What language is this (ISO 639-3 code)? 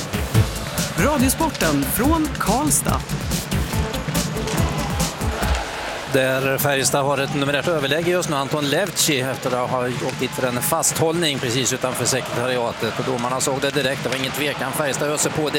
swe